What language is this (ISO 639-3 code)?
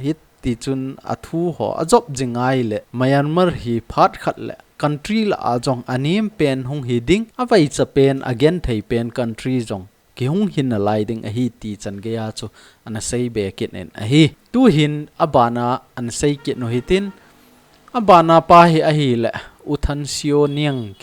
tcz